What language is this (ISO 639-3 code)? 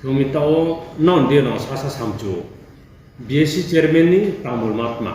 ria